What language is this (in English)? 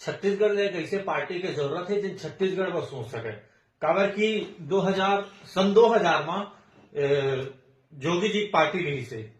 Chhattisgarhi